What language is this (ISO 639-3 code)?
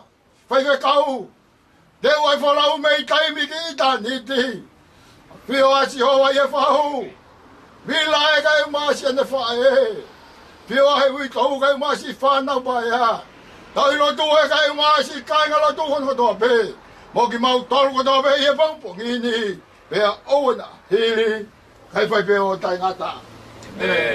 ton